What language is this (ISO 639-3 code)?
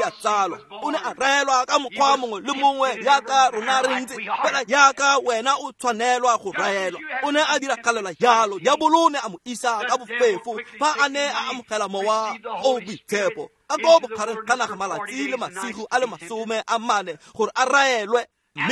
tsn